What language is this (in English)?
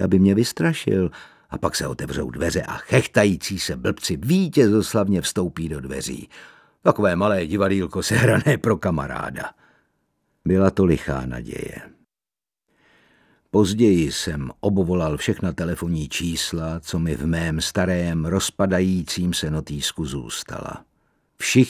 Czech